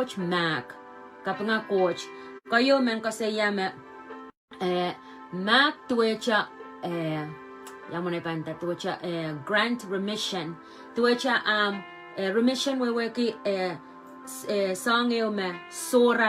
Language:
Pohnpeian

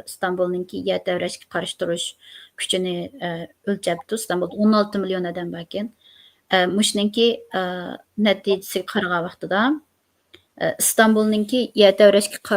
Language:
Uyghur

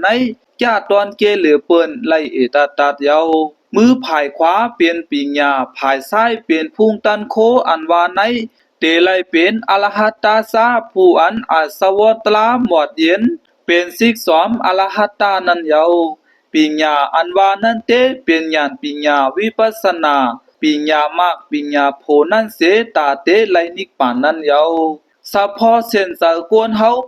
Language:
Shan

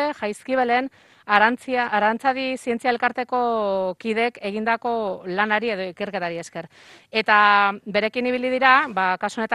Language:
Basque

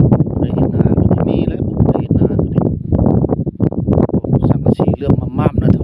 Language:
Lao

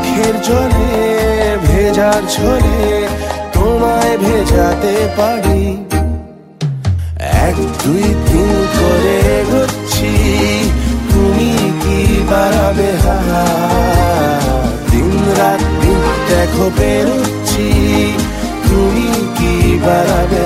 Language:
Bangla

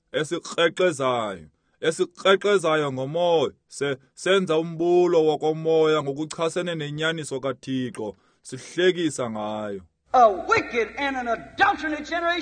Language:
Xhosa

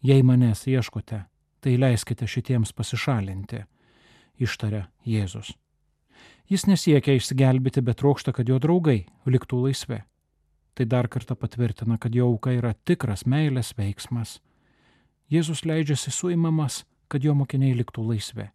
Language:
Lithuanian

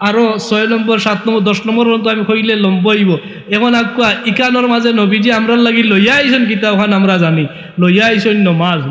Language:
Sylheti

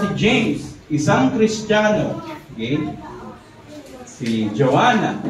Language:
Filipino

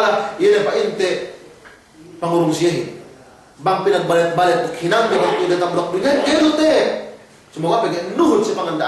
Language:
Yakan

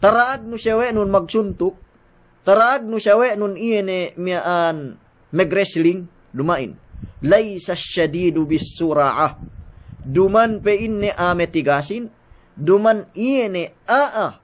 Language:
Yakan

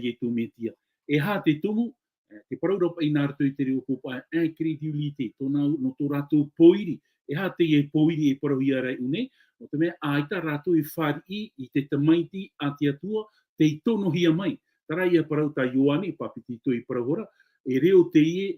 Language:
Tahitian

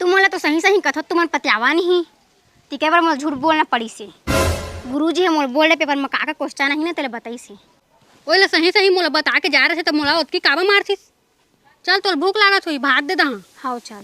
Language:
Chhattisgarhi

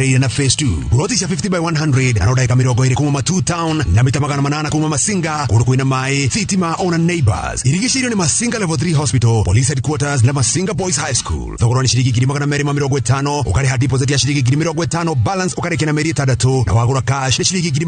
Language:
Kikuyu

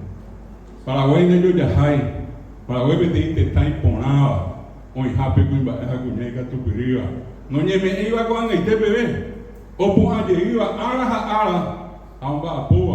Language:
Guarani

